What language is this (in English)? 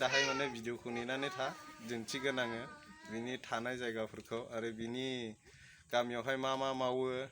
Bodo